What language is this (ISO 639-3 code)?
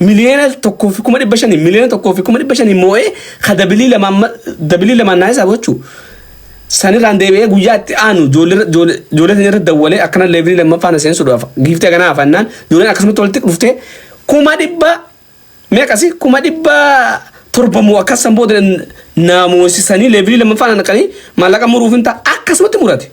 orm